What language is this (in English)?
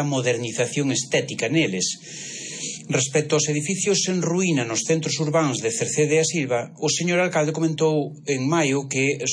Galician